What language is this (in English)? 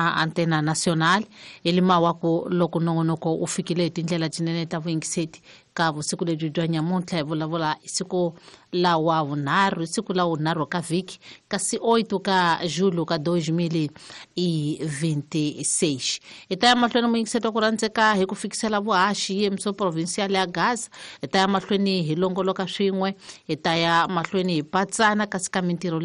Tsonga